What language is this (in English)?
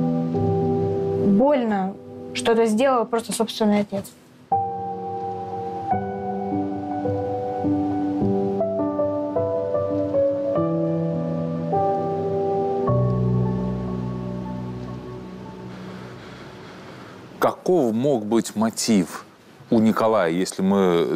Russian